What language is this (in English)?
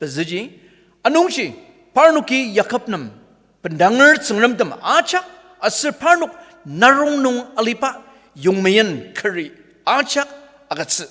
Ao Naga